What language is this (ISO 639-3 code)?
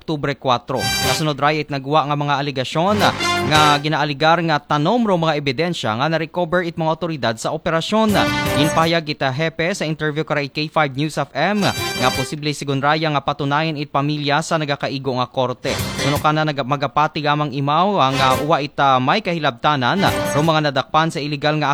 akl